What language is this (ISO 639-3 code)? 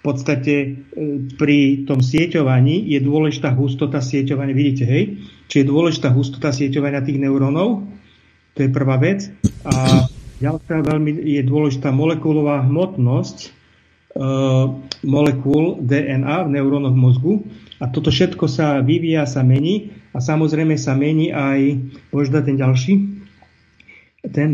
slk